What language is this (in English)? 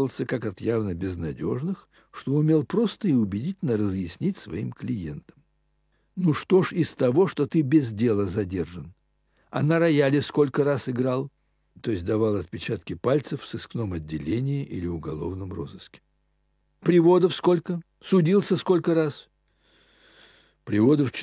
Russian